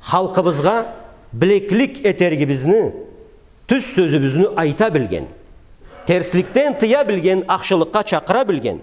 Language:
Karachay-Balkar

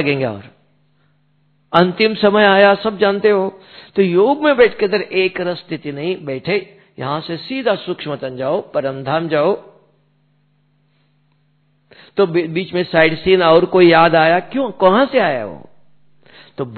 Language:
Hindi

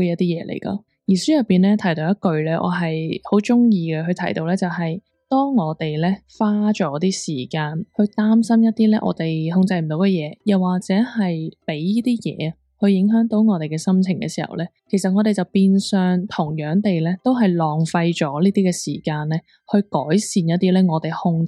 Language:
Cantonese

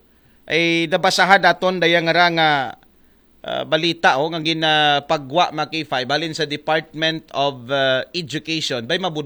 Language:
Aklanon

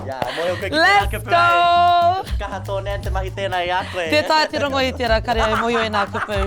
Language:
Māori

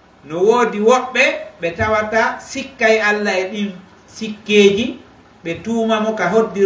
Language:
Pular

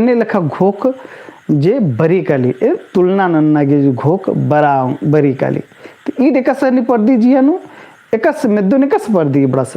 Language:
Kurukh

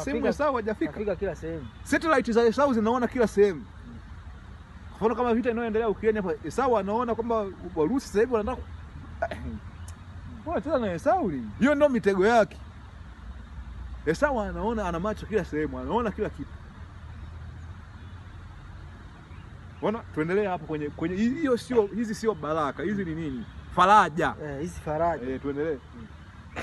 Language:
Swahili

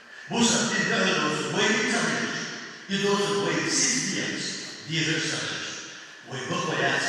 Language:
Chechen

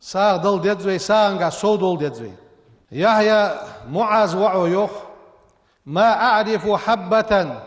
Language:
Ingush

